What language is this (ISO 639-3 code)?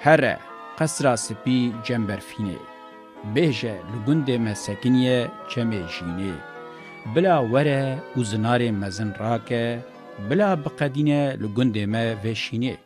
kur